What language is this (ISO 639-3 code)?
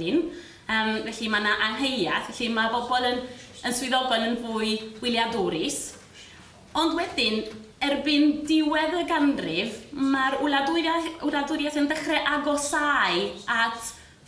cym